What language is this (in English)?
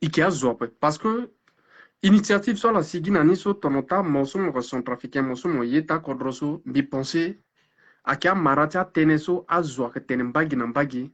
Sango